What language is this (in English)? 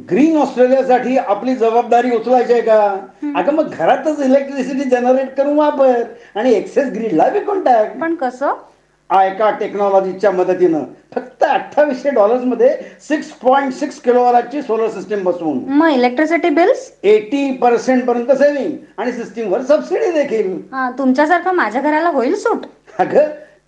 Marathi